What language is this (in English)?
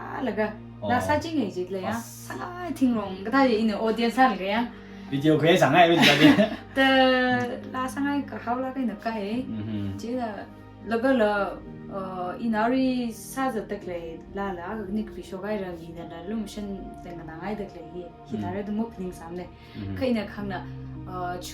Tangkhul Naga (India)